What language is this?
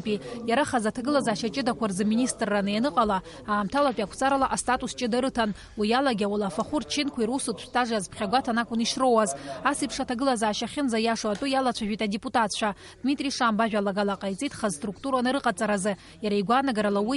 Abkhazian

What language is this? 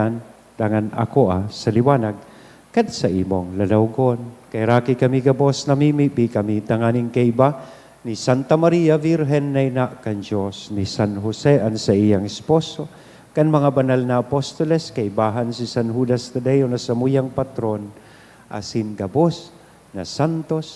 Bikol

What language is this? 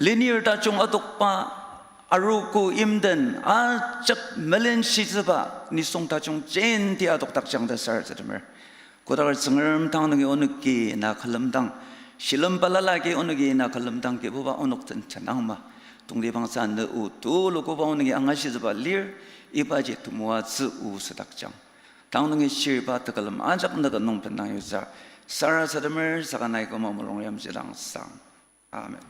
Ao Naga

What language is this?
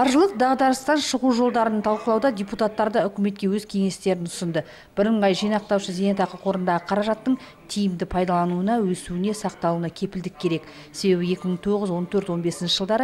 Kazakh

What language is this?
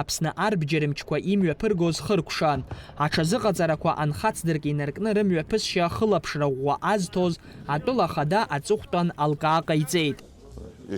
Abkhazian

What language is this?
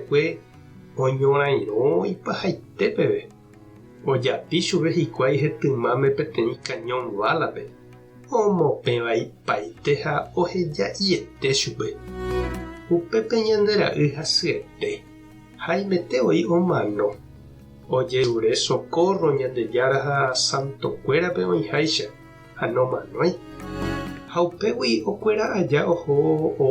Guarani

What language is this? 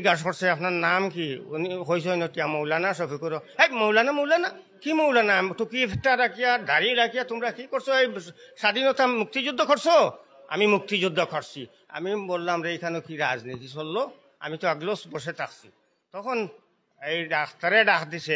Sylheti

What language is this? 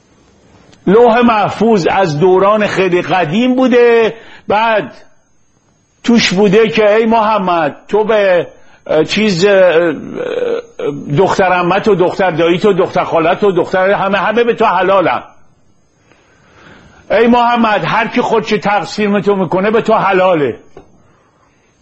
Persian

